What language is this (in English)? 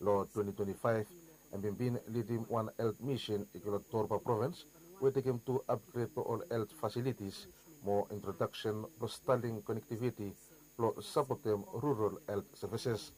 Bislama